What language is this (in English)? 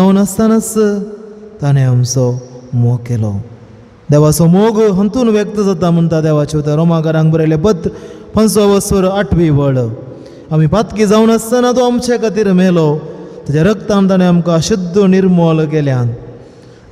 Konkani